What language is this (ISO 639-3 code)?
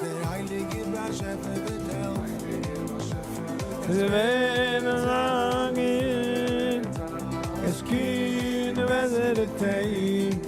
yid